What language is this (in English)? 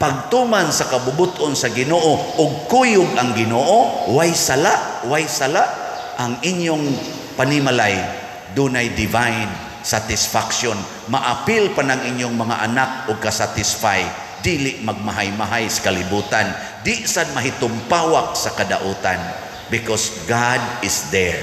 Cebuano